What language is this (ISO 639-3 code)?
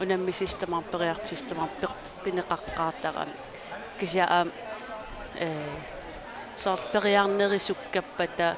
kal